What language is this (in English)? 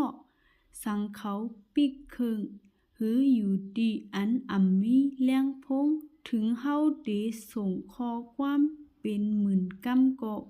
Shan